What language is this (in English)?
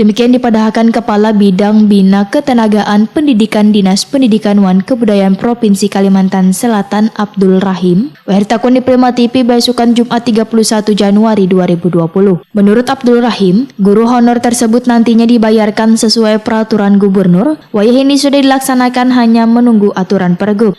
Banjar